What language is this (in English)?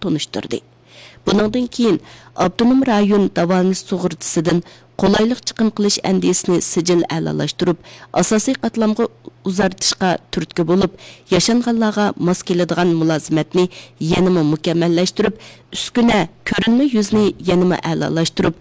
Uyghur